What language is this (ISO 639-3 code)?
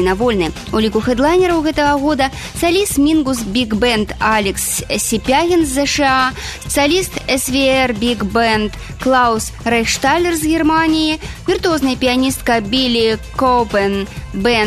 bel